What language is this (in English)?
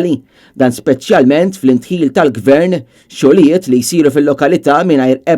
Maltese